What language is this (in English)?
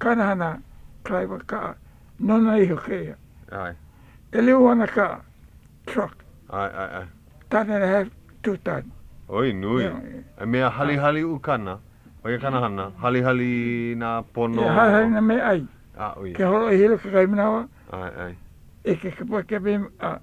Hawaiian